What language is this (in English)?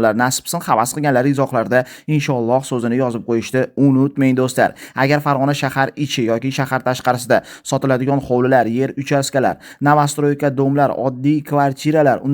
Uzbek